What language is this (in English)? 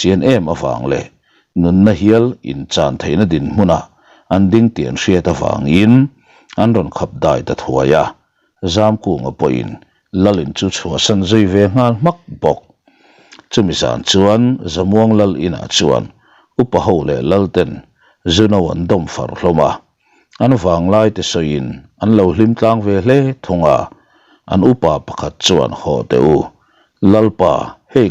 Mizo